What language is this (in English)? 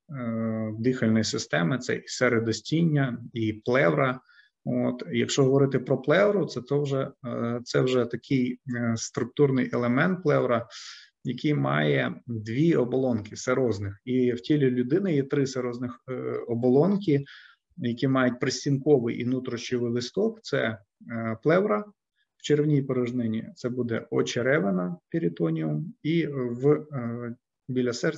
Ukrainian